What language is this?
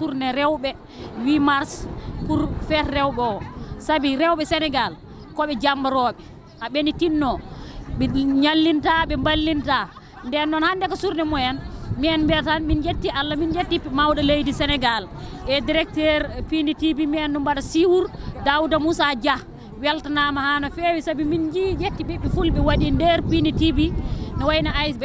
Fula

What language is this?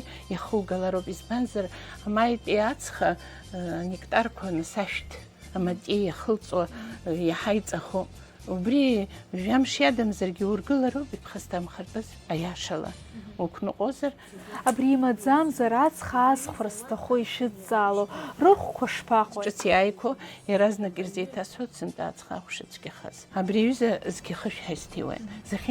Abkhazian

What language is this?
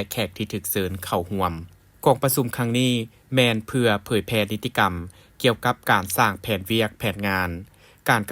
Lao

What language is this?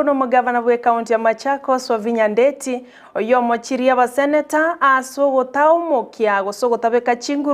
Gusii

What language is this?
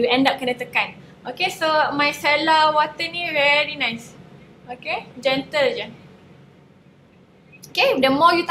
Malay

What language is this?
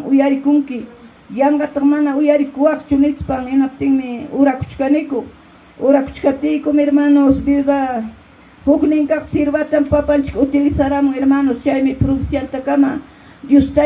Ayacucho Quechua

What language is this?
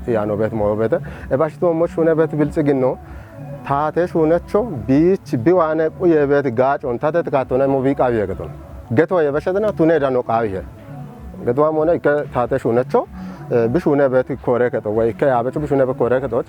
Kafa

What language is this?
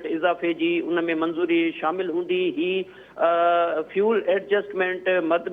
Sindhi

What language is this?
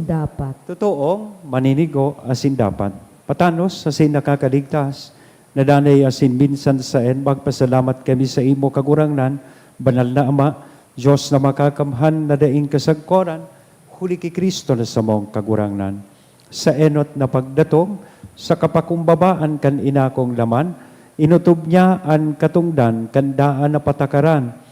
Bikol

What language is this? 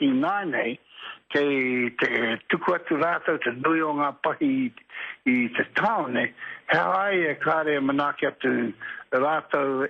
Māori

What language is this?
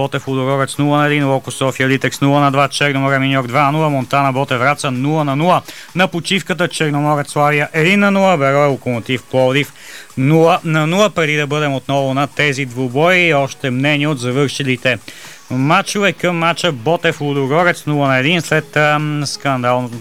Bulgarian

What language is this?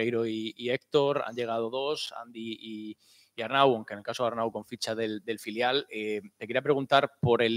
Spanish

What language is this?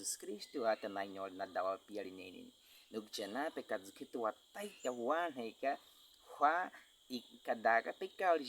Baniwa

